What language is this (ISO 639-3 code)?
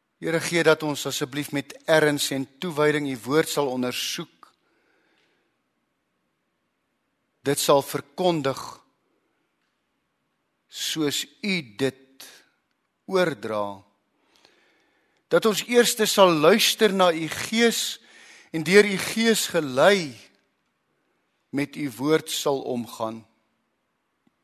afr